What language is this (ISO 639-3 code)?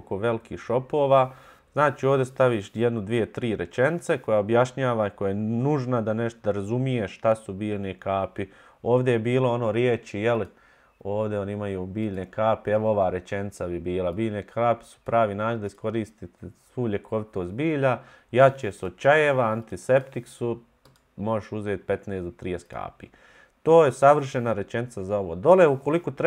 bos